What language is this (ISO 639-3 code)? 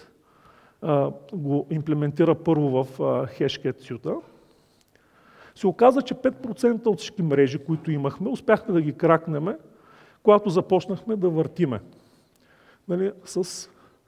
bul